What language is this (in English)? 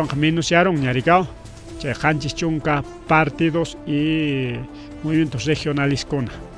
Ayacucho Quechua